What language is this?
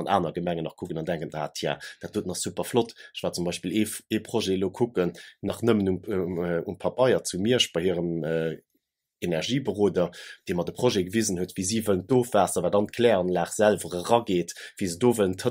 Luxembourgish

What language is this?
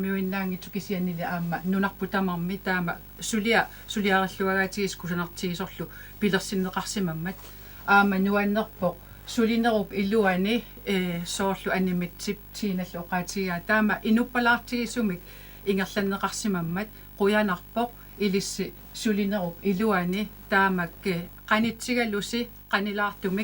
Kalaallisut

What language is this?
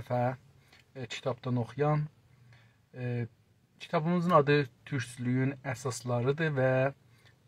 South Azerbaijani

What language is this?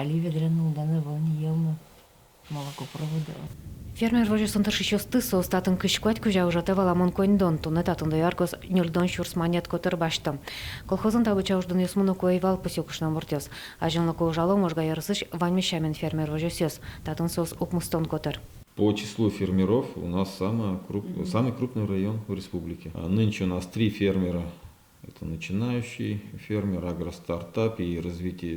Udmurt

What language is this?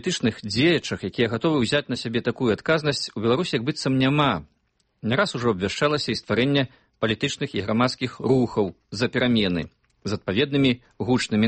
Belarusian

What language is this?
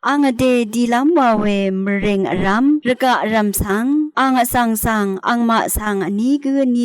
Rawang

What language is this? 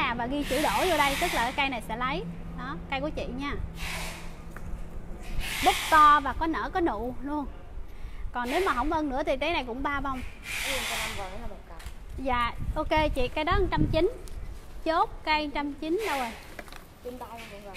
Vietnamese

